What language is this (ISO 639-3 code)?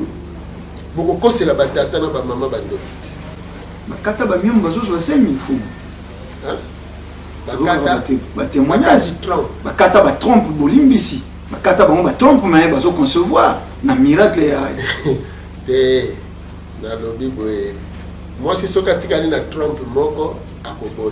lin